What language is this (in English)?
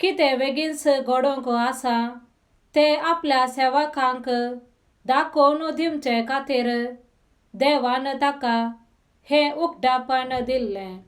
Konkani